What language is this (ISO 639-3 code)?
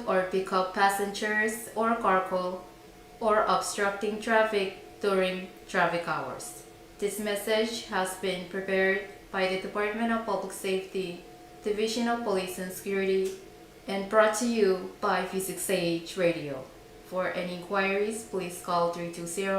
pon